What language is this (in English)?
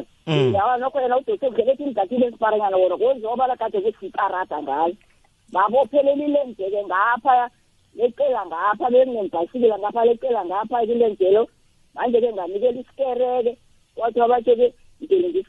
South Ndebele